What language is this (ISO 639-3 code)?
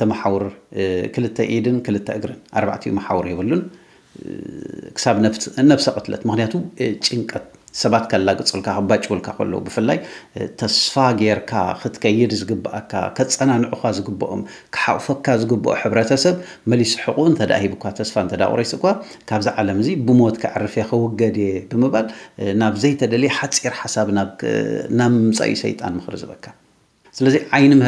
tir